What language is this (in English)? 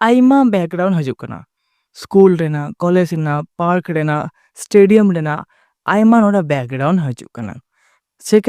Santali